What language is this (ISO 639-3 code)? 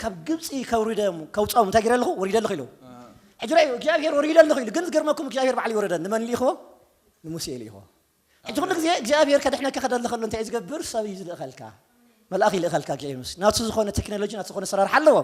tir